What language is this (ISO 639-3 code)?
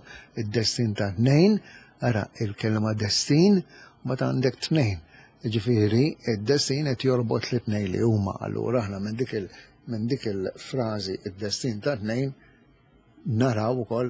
mlt